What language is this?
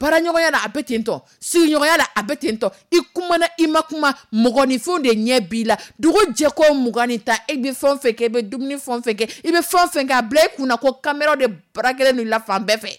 Dyula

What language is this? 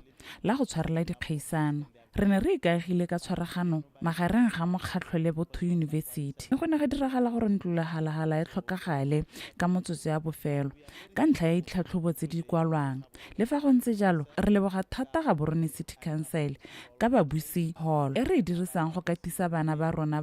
Tswana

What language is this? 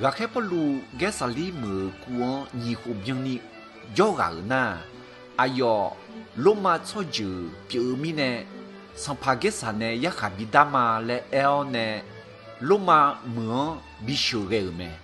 Akha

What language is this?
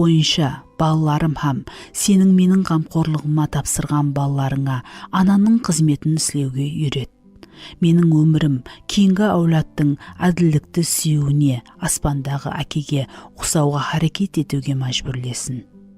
Kara-Kalpak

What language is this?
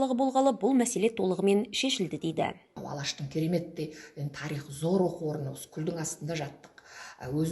Kazakh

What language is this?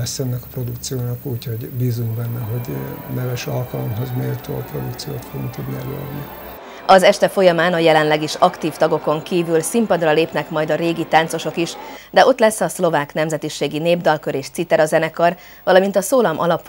Hungarian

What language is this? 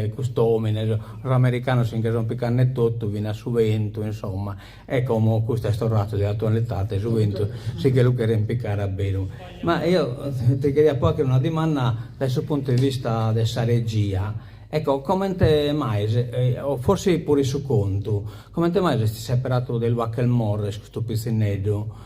Sardinian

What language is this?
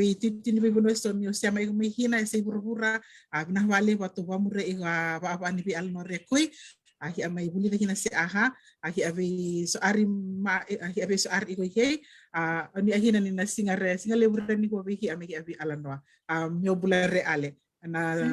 Fijian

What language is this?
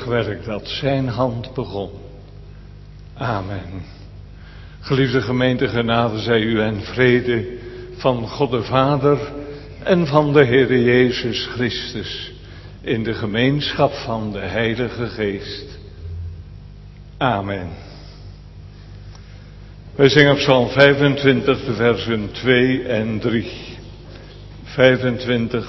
Dutch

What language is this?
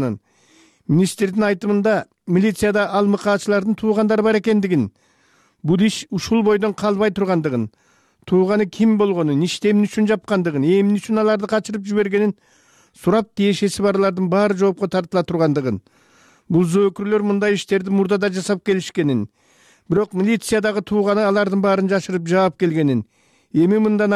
Kyrgyz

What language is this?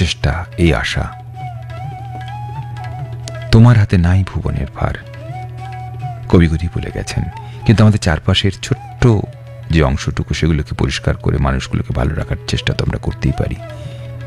Bangla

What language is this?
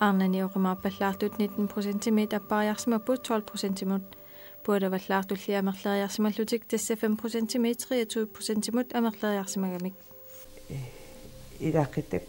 Kalaallisut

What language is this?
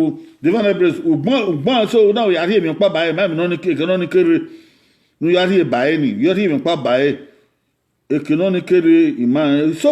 Bini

